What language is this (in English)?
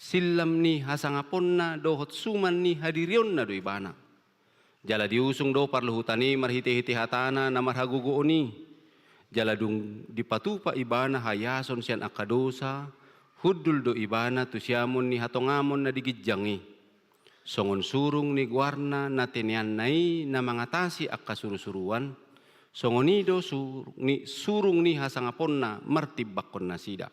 Batak Toba